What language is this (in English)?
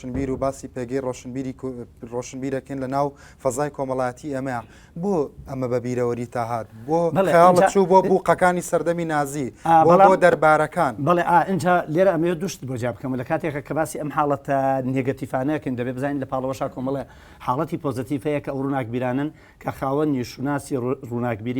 Central Kurdish